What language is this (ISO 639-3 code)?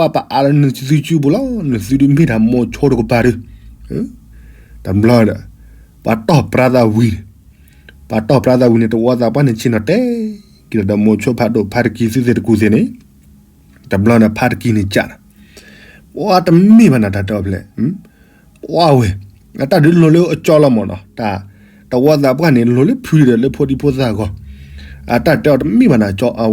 ksw